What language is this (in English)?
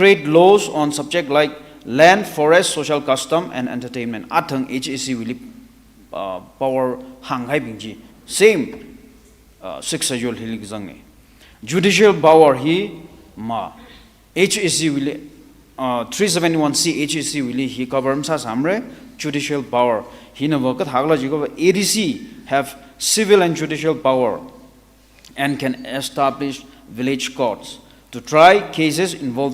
Tangkhul Naga (India)